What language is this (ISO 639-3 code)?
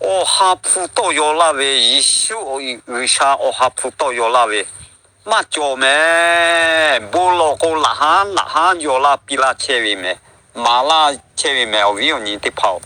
lhu